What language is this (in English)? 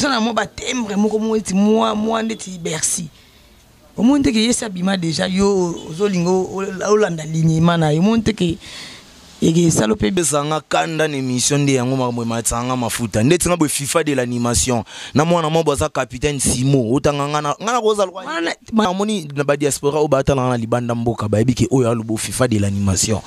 Lingala